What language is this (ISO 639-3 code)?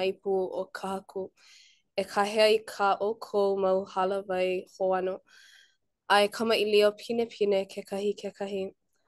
haw